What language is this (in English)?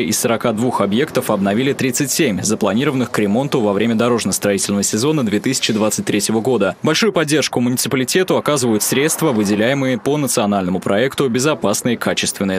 Russian